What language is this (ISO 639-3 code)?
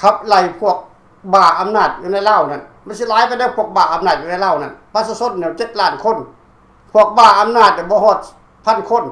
lao